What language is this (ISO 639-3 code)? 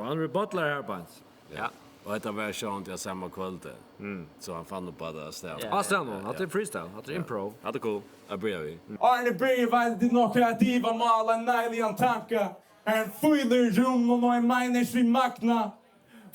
fao